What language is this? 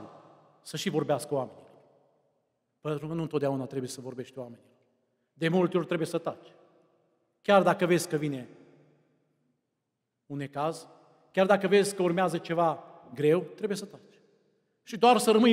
Romanian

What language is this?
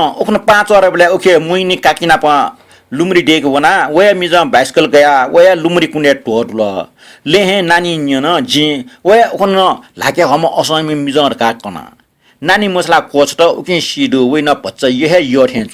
Newari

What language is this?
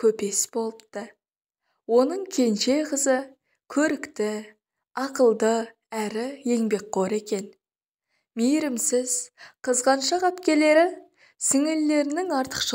Kazakh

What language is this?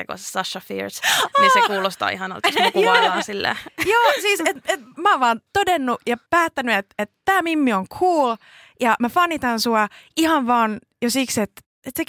Finnish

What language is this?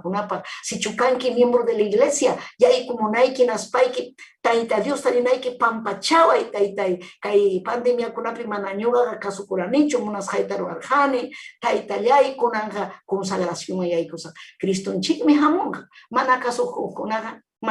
Ayacucho Quechua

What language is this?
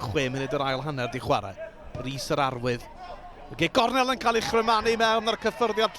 Welsh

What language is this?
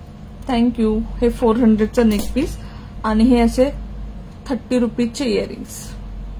Marathi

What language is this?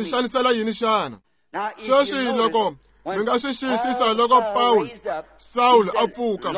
Tsonga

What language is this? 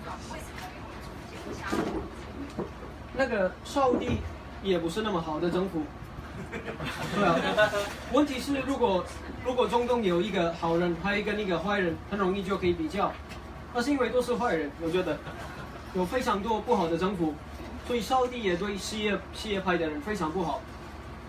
Chinese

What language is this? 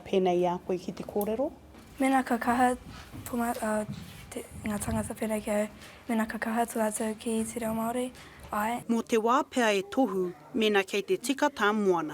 Māori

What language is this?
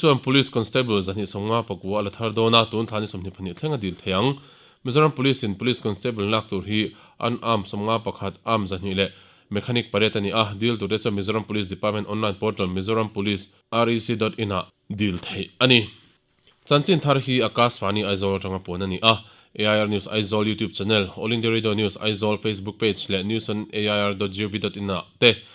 Mizo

